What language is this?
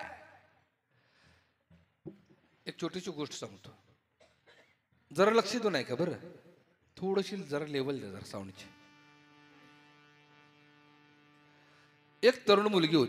Marathi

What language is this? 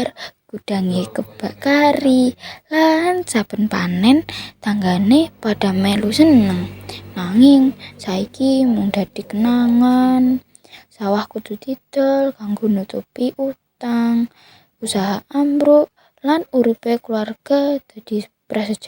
Javanese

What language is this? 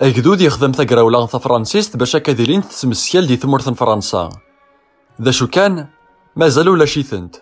Kabyle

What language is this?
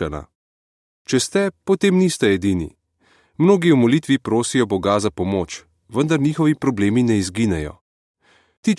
Slovenian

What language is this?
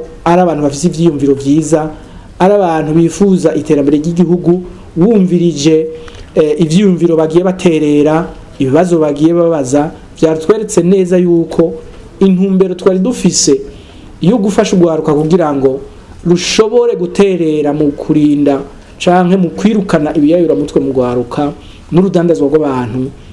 Rundi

